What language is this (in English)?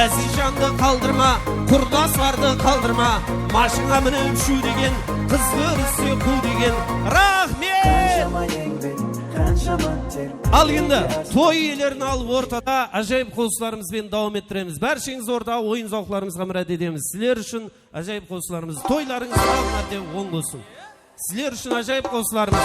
Kara-Kalpak